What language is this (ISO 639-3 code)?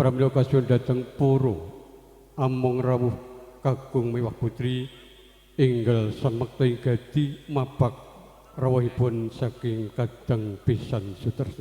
jav